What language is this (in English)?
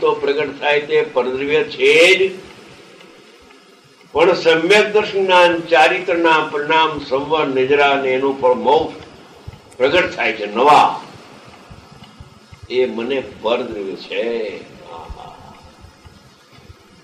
Gujarati